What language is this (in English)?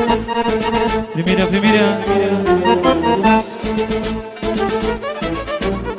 Romanian